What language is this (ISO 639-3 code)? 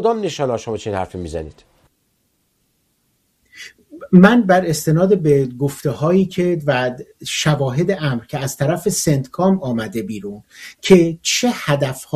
fas